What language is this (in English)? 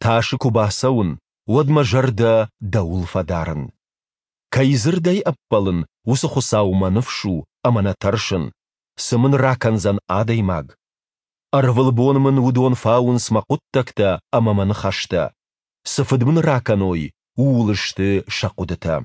Ossetic